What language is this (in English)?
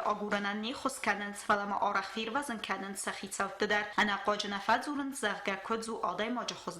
Ossetic